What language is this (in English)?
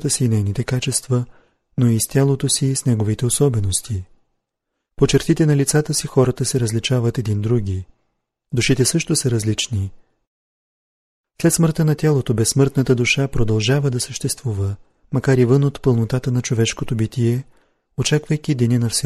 Bulgarian